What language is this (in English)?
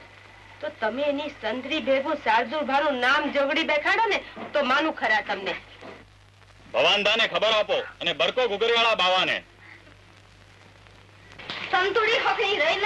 Gujarati